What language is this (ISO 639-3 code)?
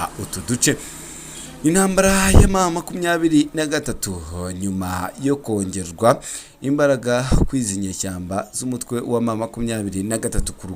kin